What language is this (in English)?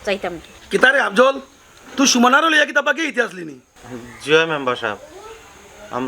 Sylheti